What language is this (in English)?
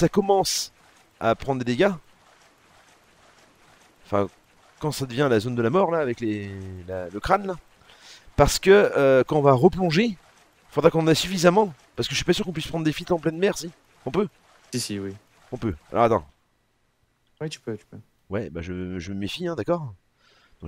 French